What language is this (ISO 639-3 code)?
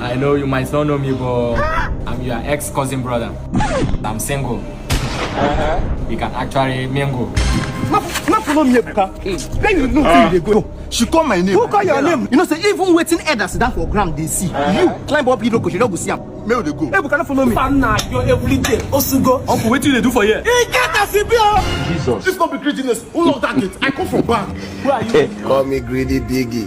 pcm